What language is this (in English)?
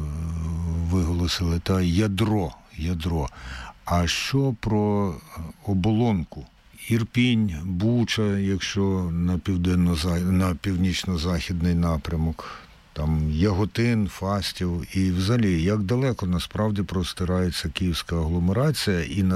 Ukrainian